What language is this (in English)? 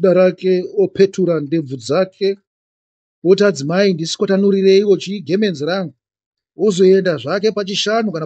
Shona